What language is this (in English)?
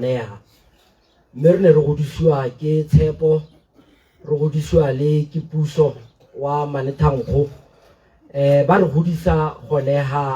Tswana